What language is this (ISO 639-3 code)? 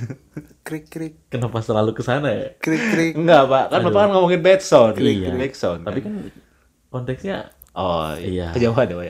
ind